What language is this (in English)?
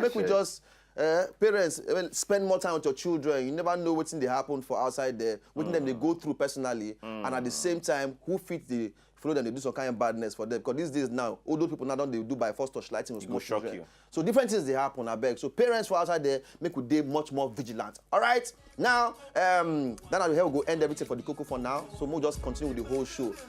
Nigerian Pidgin